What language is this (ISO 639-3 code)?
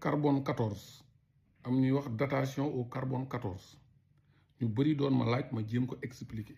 wol